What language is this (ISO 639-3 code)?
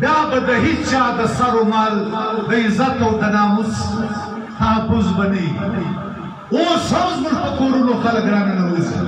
pus